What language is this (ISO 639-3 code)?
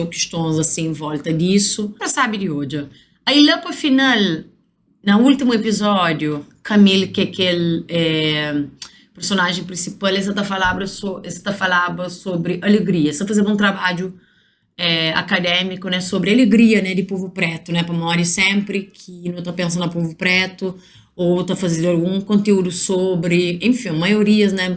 kea